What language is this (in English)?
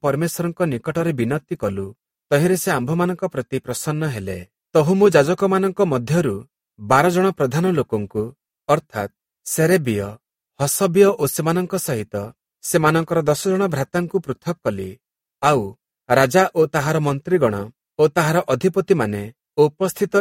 Odia